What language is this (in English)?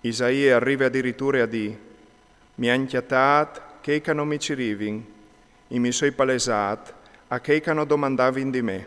Friulian